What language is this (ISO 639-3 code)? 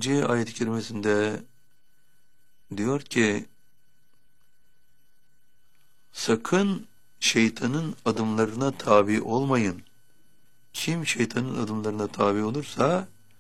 tur